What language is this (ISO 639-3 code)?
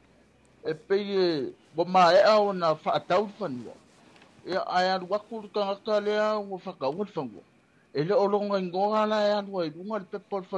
smo